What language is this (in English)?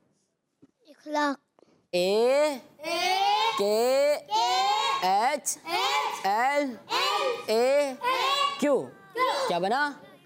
Hindi